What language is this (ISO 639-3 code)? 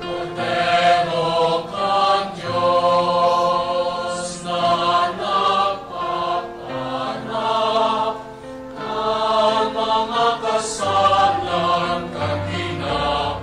bik